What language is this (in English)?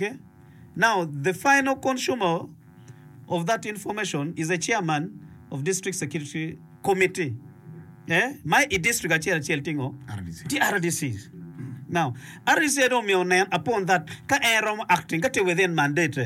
Acoli